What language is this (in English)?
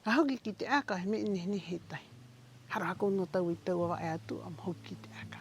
Rapanui